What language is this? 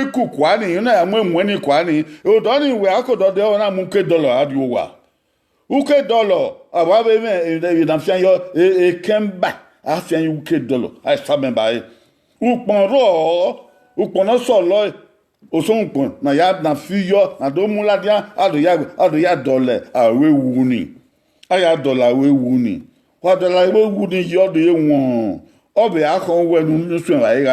Bini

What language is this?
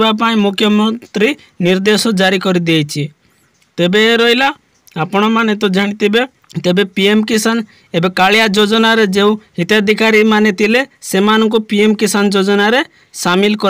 Odia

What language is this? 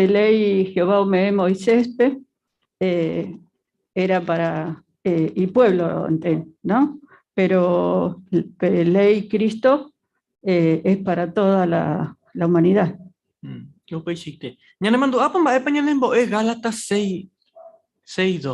Guarani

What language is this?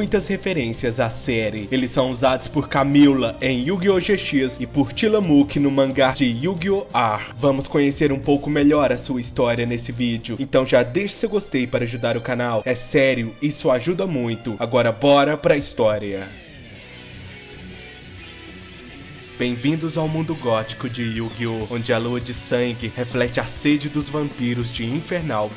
Portuguese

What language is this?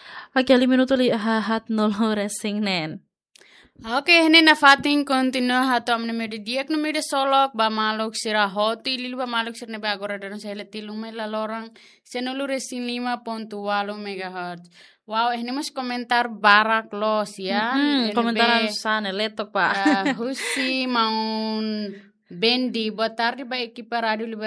Tetum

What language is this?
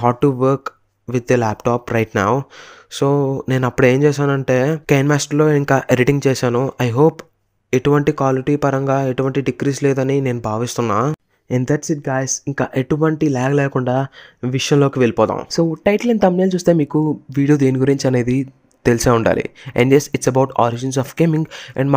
Telugu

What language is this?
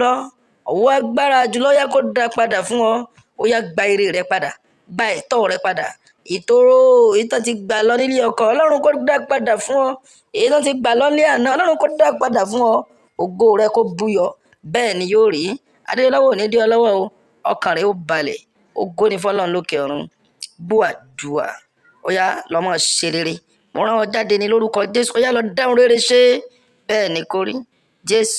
Yoruba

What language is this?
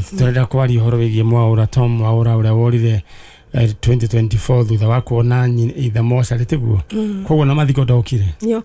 Kikuyu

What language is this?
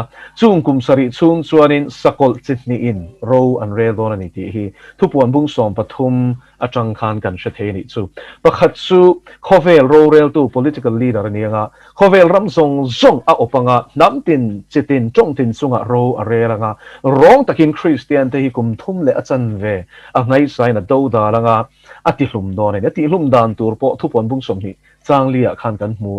Mizo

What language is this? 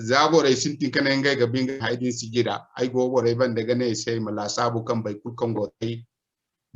Zarma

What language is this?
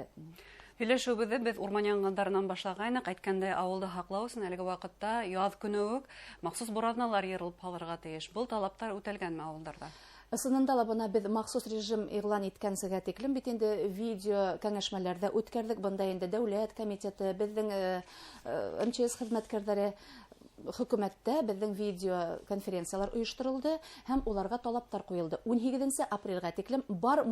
Bashkir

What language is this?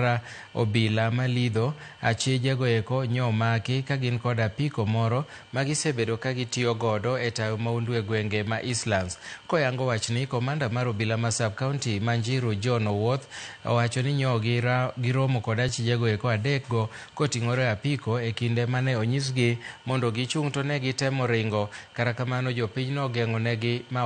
Luo (Kenya and Tanzania)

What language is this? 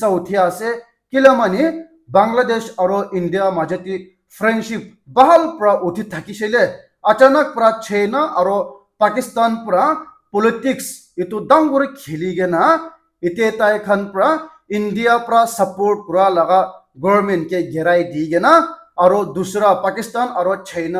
Naga Pidgin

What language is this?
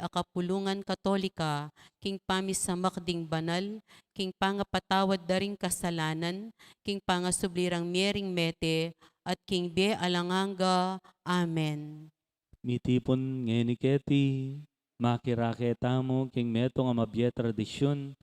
Pampanga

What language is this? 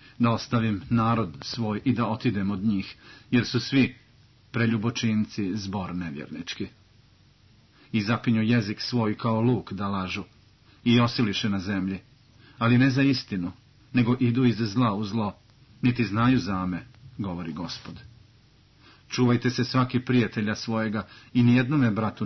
Serbian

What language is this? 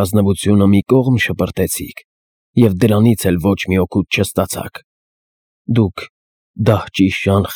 Armenian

